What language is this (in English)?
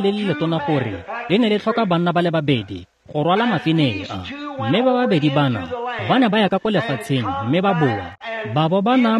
Tswana